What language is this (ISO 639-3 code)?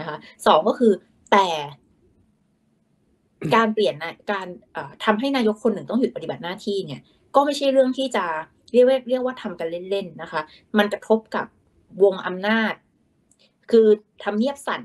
tha